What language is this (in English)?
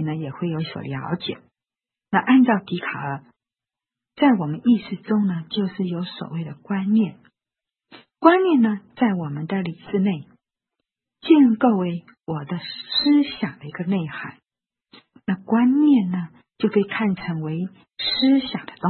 Chinese